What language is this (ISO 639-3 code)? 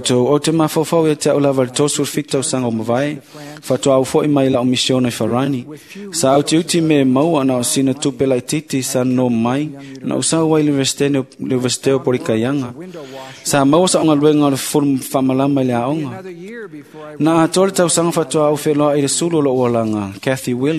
smo